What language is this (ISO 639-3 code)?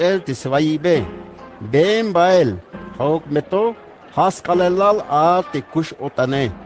tzh